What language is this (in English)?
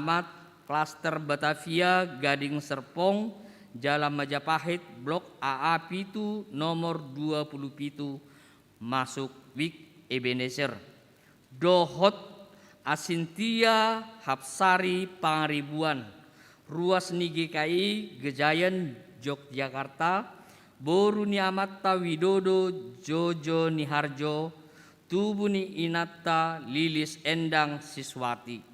Batak Toba